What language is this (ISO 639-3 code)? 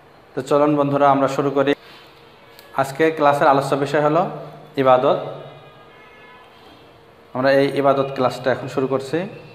ben